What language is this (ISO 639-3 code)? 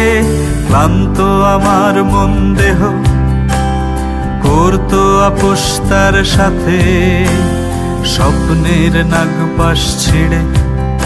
ben